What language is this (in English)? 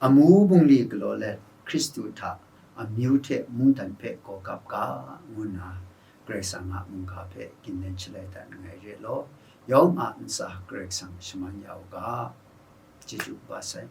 Kachin